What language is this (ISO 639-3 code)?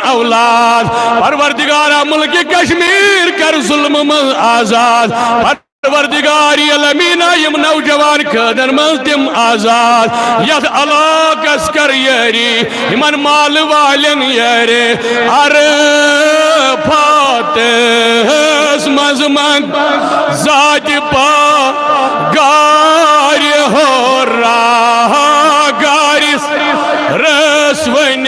kas